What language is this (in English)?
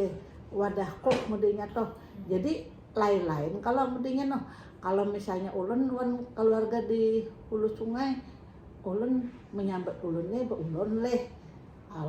Banjar